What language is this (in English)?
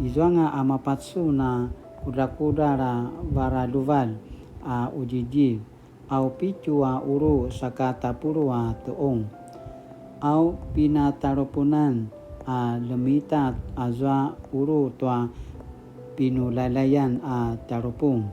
Paiwan